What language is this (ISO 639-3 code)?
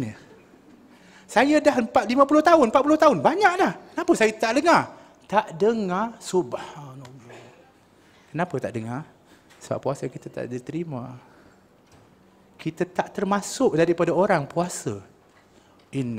msa